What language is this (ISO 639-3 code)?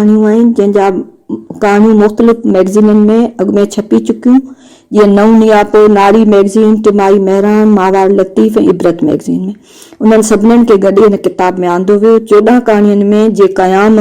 snd